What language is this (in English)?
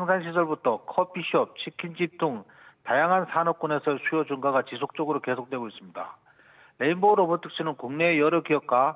Korean